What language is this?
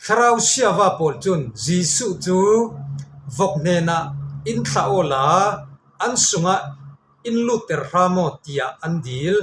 Falam Chin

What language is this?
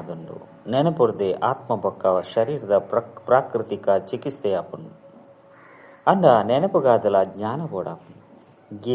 Tulu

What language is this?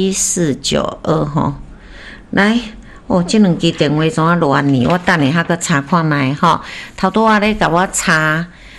Min Nan Chinese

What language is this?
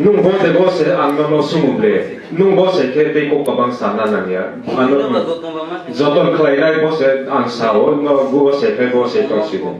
Kok Borok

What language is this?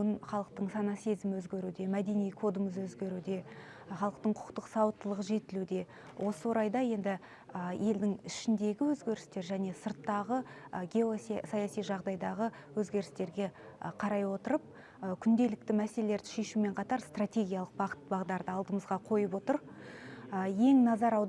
Kazakh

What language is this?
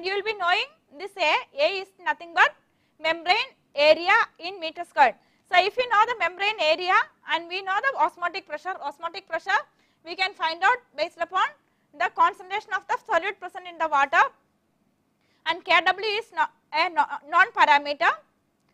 English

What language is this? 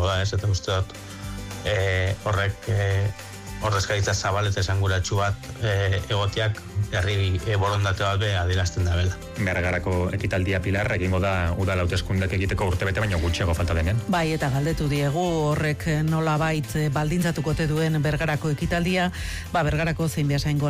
Basque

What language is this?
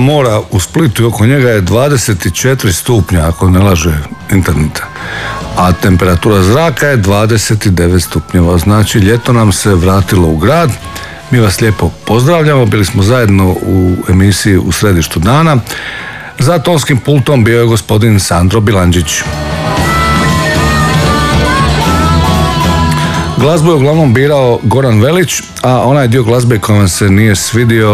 Croatian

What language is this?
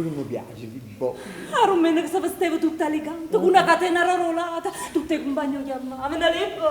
Neapolitan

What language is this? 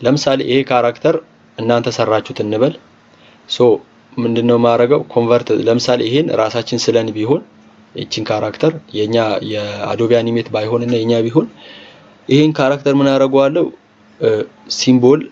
Amharic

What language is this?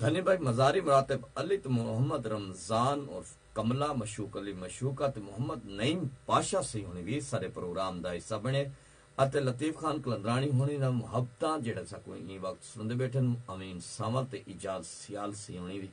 Saraiki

